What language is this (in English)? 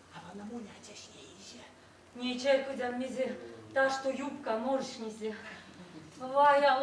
Erzya